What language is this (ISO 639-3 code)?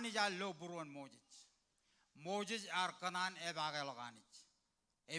mah